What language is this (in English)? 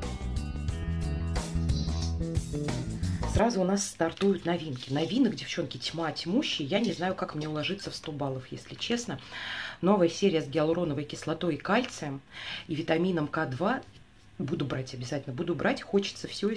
Russian